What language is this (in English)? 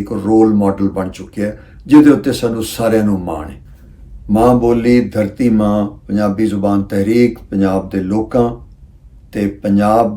Western Panjabi